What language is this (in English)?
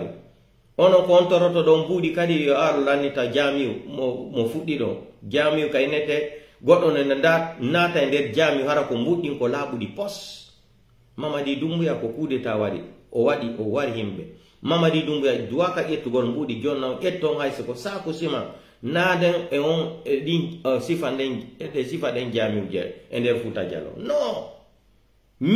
Pular